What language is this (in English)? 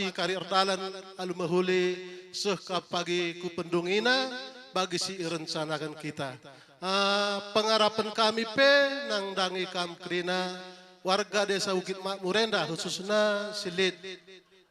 Batak Karo